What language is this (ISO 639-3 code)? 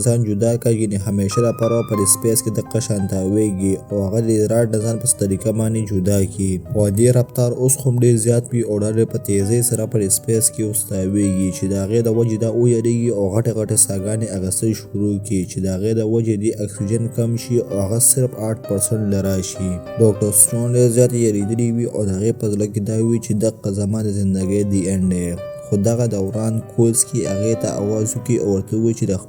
pus